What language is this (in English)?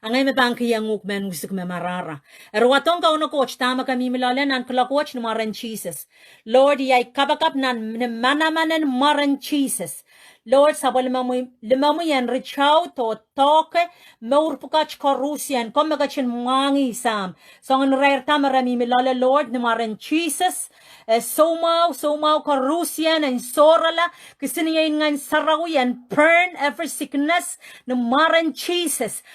Pohnpeian